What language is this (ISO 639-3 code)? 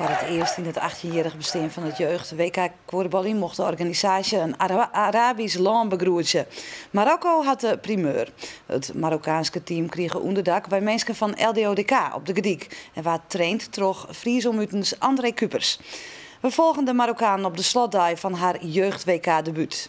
fry